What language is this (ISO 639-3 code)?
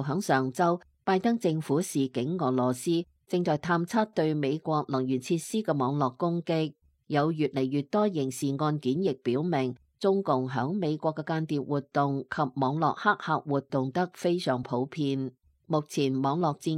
yue